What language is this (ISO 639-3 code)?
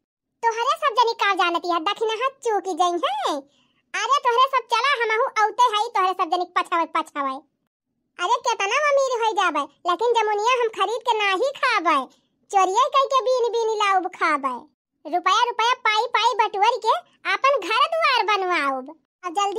awa